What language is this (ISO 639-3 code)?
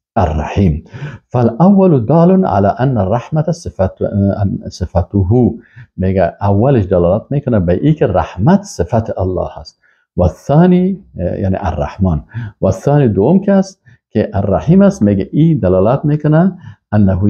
fas